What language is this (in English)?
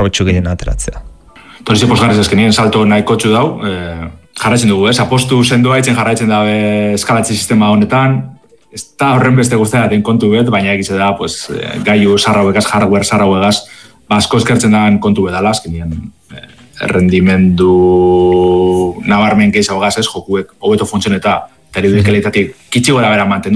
Basque